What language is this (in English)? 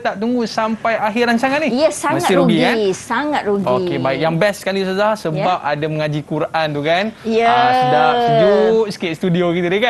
Malay